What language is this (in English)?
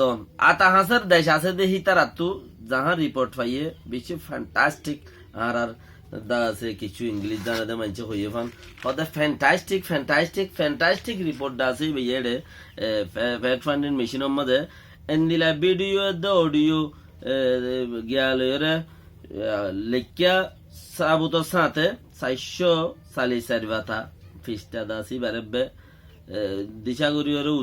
Rohingya